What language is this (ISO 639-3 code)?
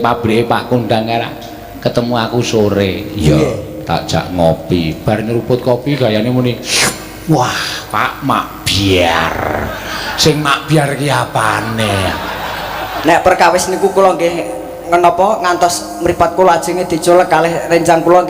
jav